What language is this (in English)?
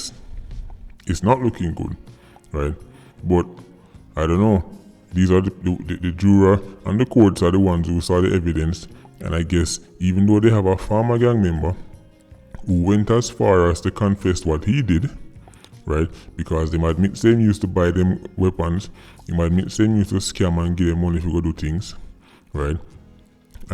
Jamaican Creole English